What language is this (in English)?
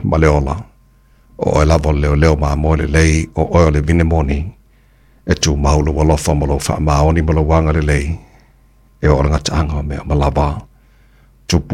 Samoan